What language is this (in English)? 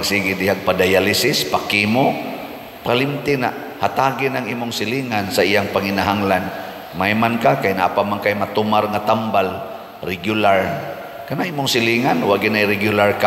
Cebuano